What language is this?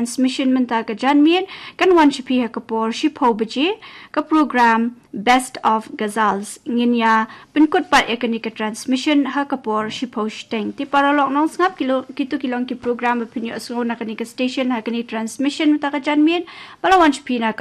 Khasi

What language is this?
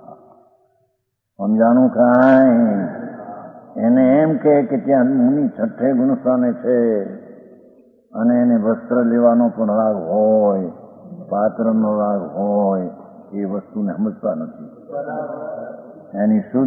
Gujarati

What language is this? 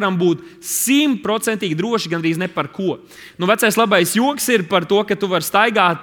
Latvian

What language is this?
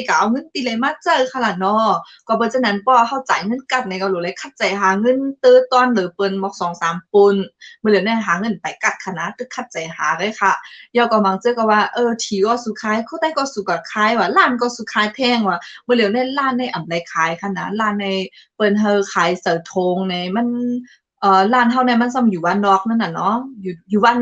Shan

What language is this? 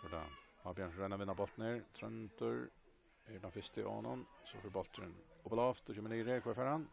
Faroese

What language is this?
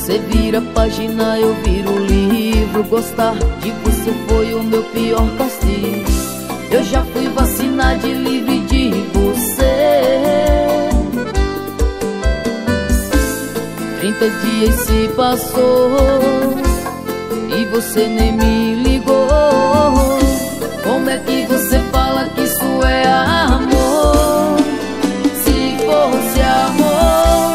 Portuguese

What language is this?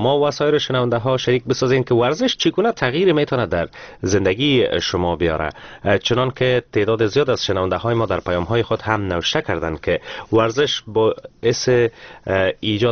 Persian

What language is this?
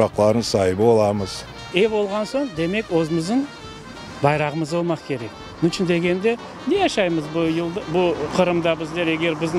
Crimean Tatar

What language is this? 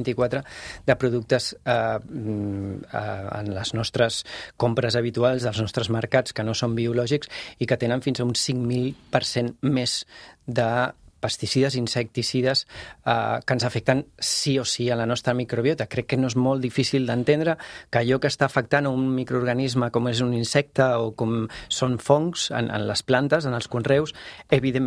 Catalan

